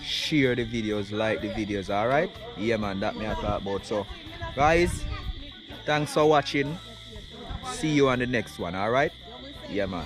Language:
Jamaican Creole English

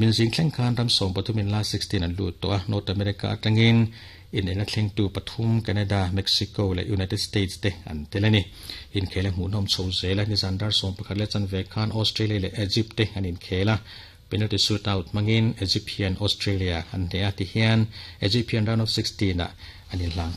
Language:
Mizo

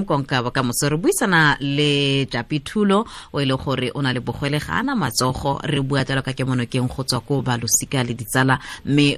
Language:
Tswana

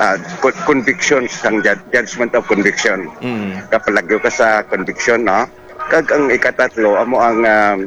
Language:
Hiligaynon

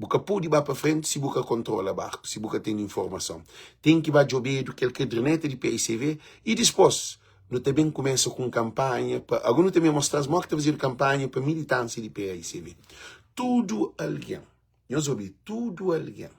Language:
Kabuverdianu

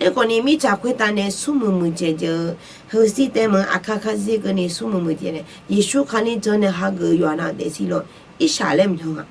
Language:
Akha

